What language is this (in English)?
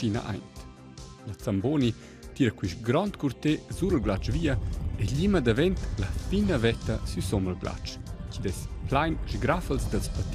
Romansh